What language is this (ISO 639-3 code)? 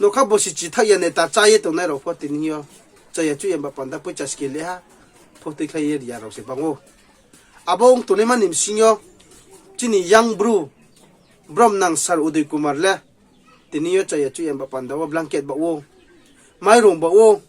ria